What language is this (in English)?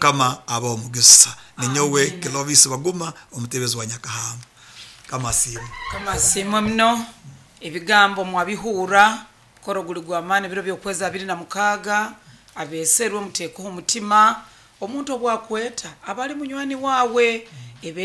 Nyoro